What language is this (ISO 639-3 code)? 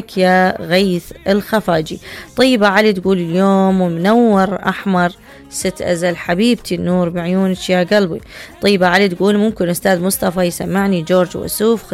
acm